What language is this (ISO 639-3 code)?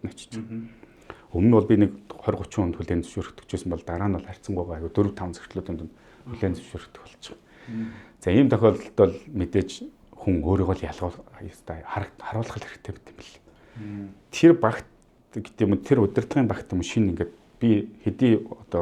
mon